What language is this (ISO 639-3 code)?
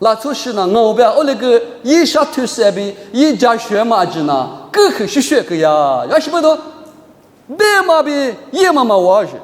lis